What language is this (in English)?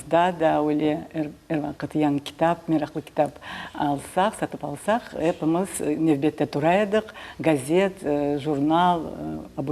Crimean Tatar